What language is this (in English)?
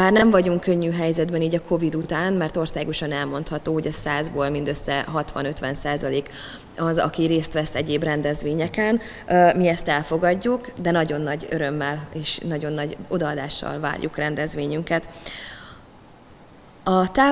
Hungarian